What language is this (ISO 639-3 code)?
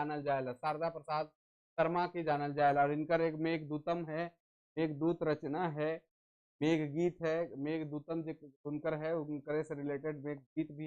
sck